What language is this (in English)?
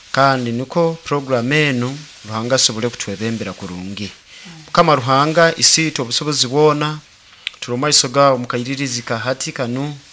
Nyoro